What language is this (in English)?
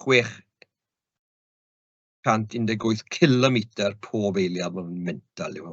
Welsh